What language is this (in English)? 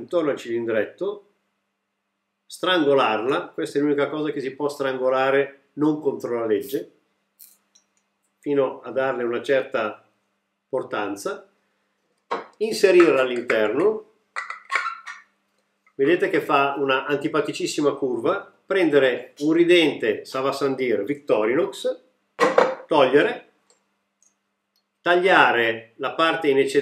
Italian